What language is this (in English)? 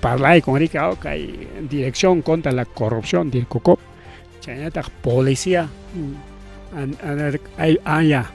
Ayacucho Quechua